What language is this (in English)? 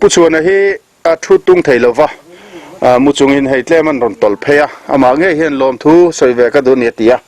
Mizo